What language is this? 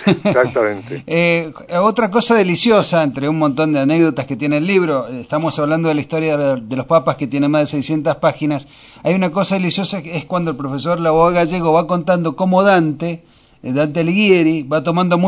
Spanish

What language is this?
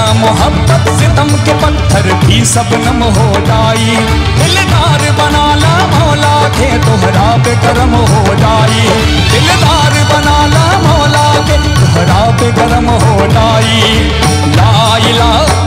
Bhojpuri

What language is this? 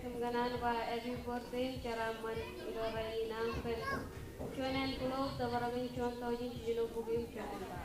Marshallese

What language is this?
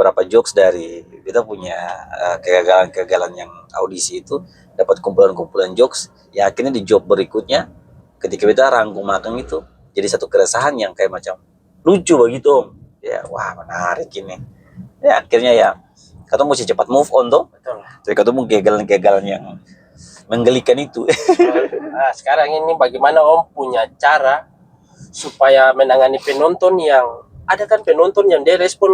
Ambonese Malay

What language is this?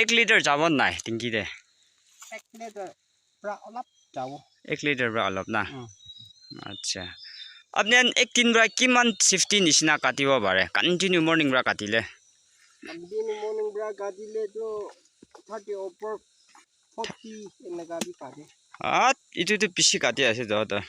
Naga Pidgin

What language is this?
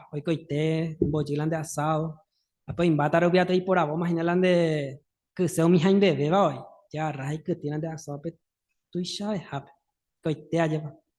Guarani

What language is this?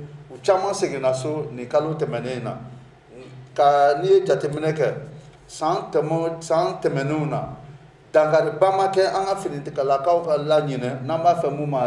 Bambara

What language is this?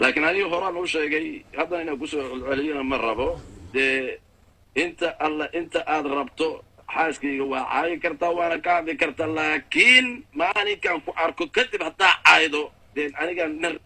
Somali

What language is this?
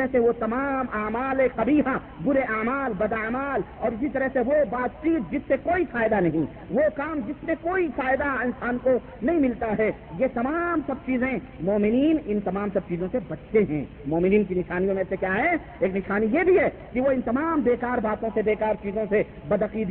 Urdu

